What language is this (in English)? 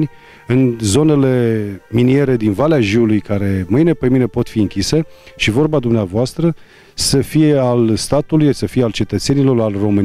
Romanian